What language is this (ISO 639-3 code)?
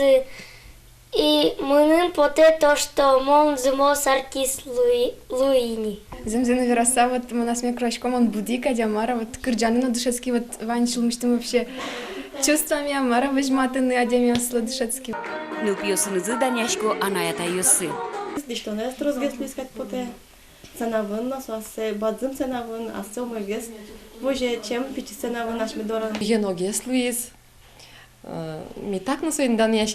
udm